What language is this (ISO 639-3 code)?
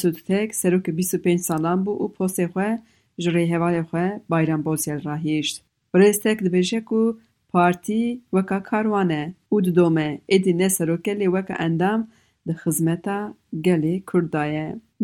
kur